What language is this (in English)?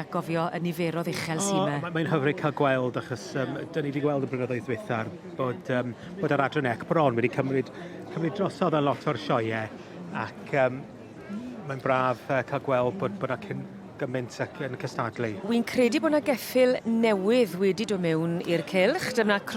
Welsh